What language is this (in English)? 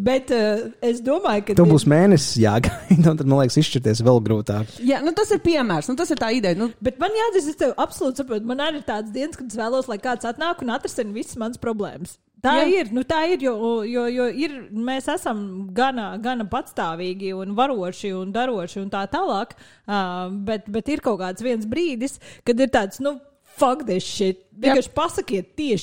Latvian